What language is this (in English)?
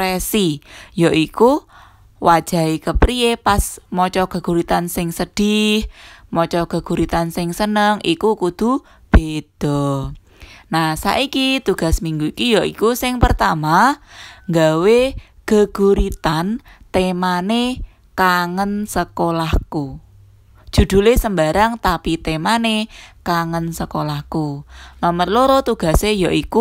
Javanese